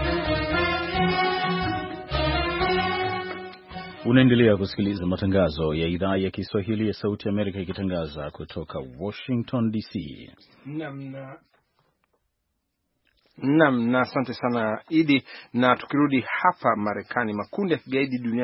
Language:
Swahili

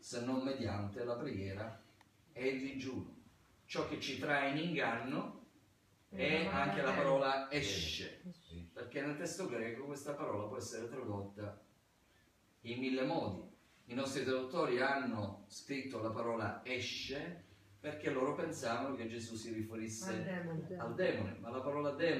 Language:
Italian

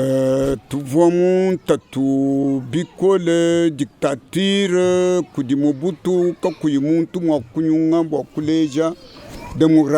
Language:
Luba-Lulua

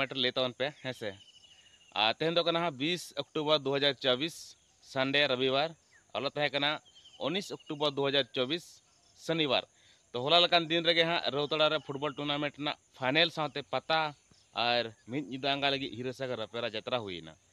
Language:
Santali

